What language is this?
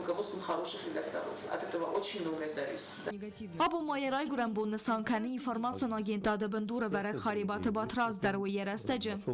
Ossetic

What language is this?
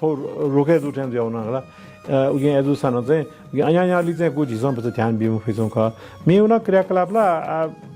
Newari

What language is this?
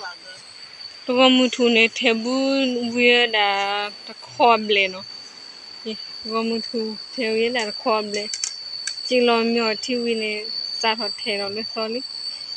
S'gaw Karen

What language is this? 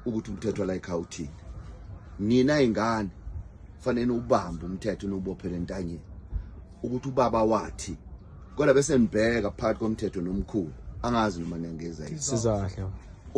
Zulu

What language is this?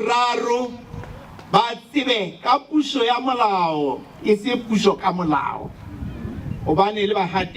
Southern Sotho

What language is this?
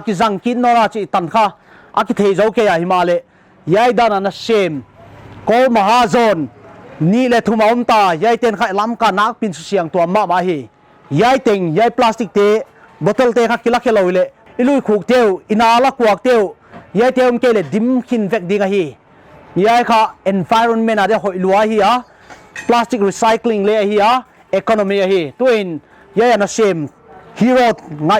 Paite Chin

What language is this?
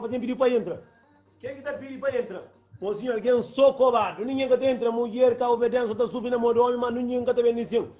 Kabuverdianu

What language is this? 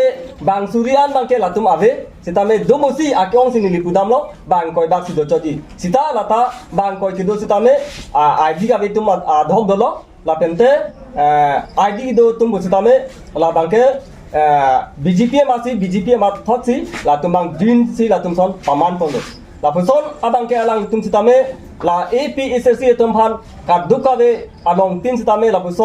Karbi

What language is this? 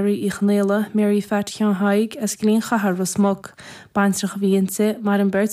Irish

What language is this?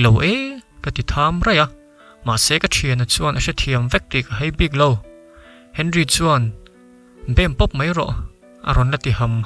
Mizo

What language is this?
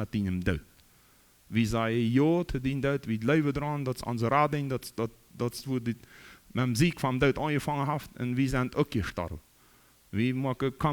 Plautdietsch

